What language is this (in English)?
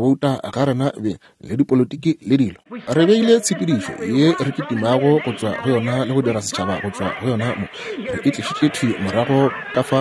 Northern Sotho